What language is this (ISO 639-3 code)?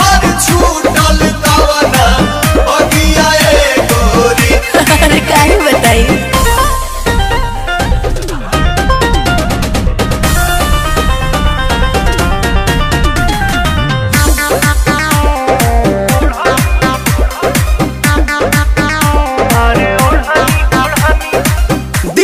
bho